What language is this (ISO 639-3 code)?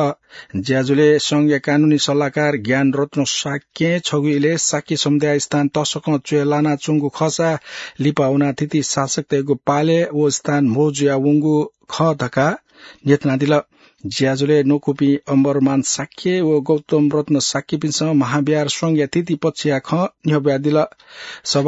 new